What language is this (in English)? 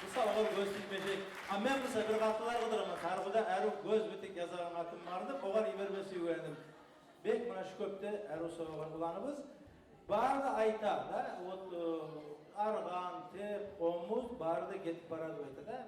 Kumyk